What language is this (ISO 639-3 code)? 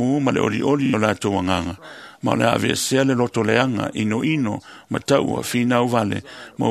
smo